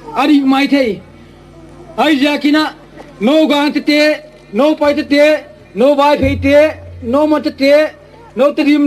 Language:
Gangte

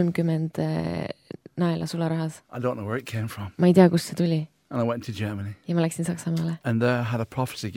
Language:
Estonian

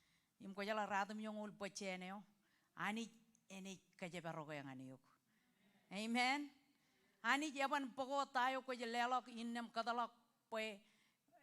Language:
Marshallese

